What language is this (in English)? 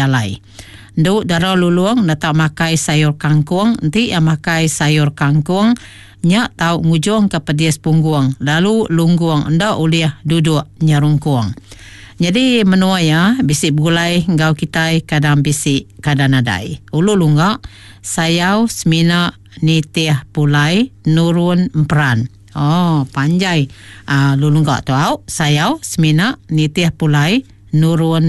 Iban